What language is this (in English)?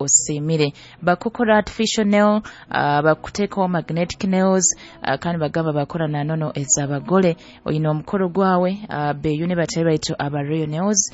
Nyoro